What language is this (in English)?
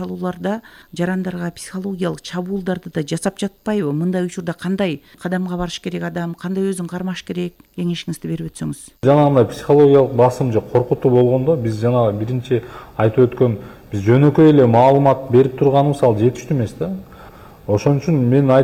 Kyrgyz